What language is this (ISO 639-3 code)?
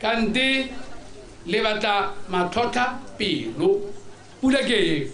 tsn